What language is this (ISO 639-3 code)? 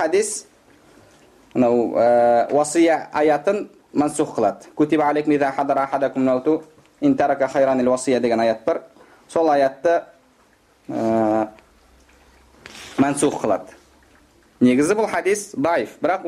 kaz